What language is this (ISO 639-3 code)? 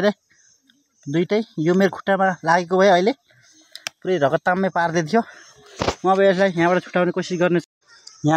nep